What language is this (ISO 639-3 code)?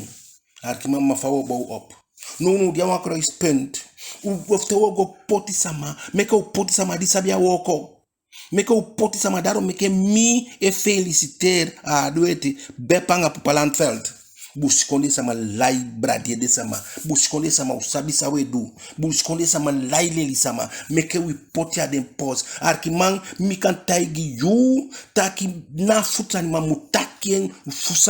djk